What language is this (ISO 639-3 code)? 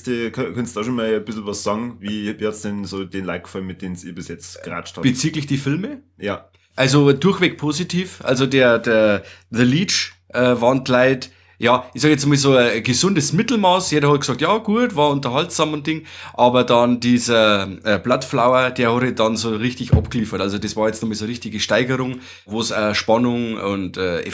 bar